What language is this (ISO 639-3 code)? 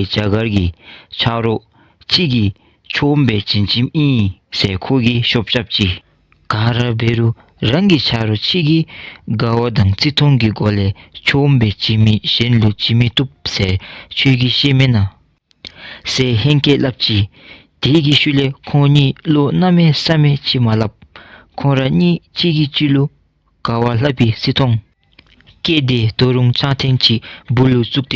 dzo